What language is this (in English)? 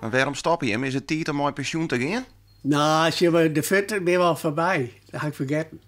Western Frisian